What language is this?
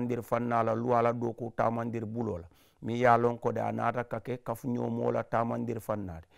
Mandingo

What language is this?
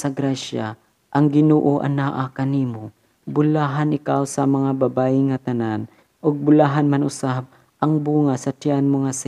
Cebuano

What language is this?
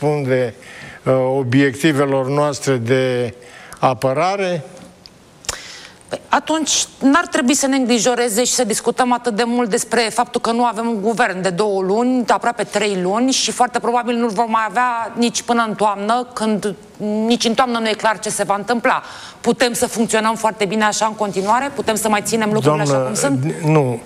Romanian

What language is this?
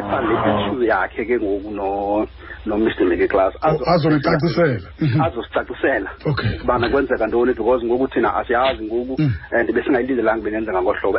Xhosa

